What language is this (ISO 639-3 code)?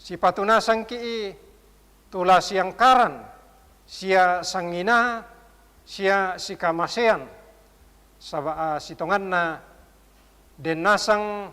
sda